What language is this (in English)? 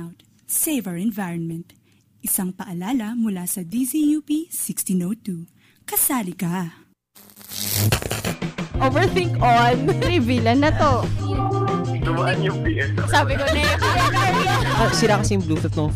Filipino